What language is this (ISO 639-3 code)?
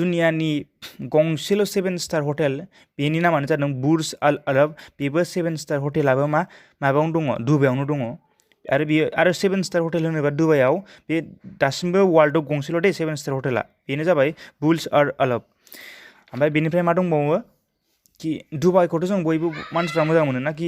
brx